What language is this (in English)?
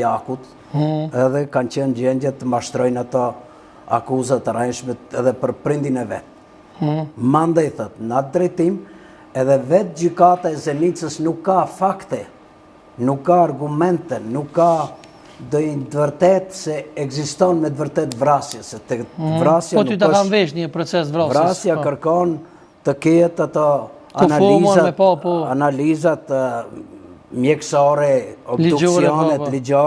Albanian